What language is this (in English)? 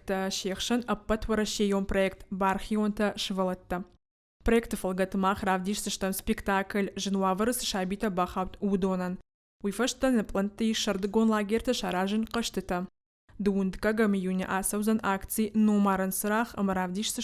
Ossetic